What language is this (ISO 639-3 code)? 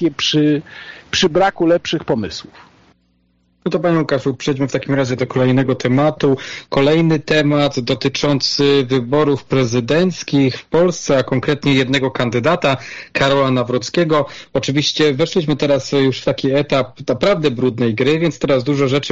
pol